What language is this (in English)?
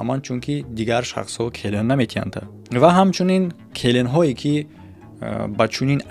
Tajik